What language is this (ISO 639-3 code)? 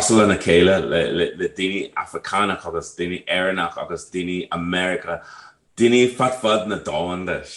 gle